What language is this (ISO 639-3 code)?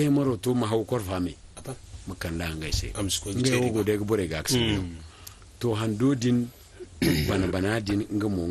dje